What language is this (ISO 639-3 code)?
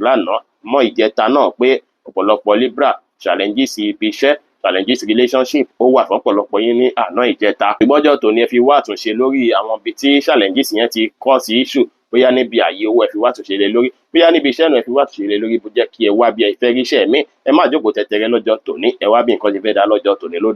yor